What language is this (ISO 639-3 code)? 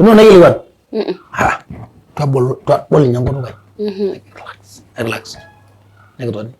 mas